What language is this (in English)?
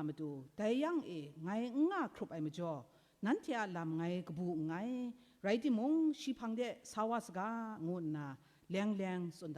Kachin